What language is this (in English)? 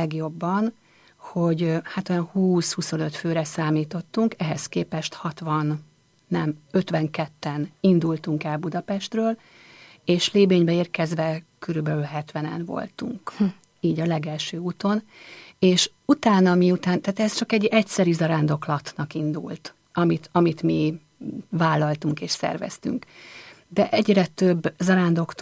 Hungarian